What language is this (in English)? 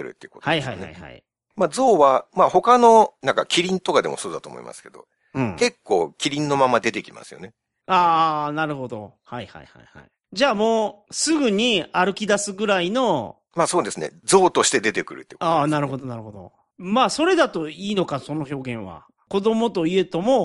Japanese